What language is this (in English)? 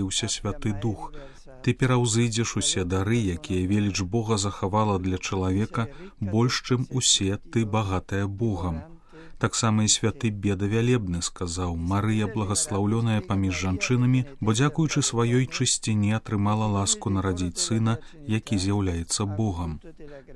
Belarusian